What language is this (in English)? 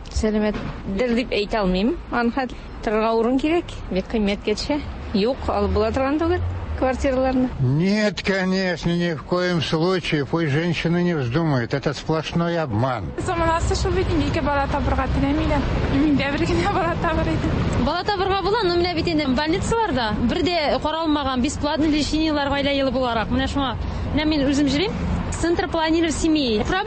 Tatar